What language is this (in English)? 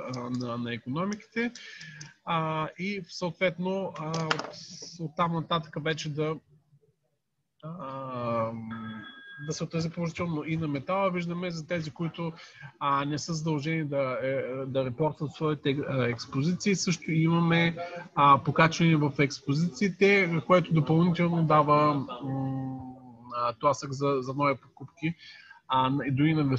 Bulgarian